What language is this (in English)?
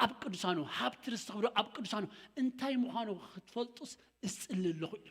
Tigrinya